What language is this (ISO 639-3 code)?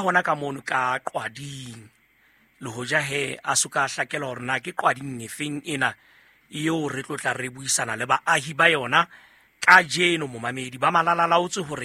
sot